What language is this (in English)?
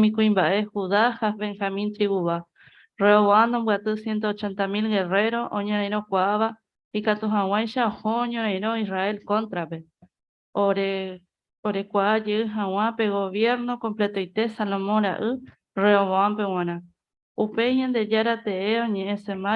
Guarani